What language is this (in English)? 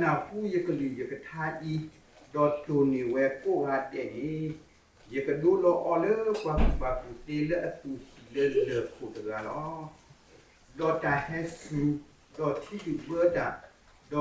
S'gaw Karen